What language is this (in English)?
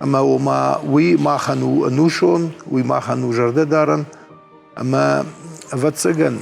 Ossetic